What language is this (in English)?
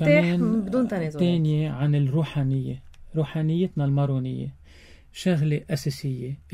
North Levantine Arabic